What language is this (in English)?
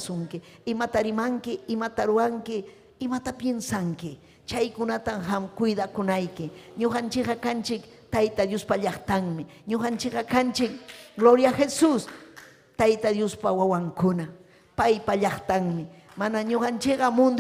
Ayacucho Quechua